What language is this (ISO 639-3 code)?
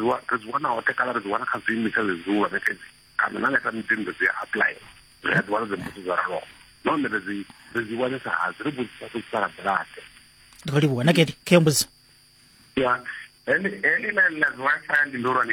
ven